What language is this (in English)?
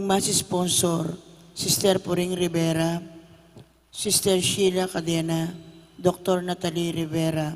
Pampanga